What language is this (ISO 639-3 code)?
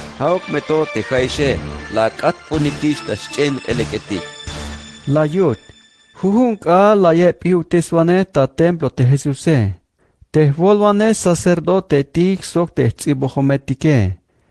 tzh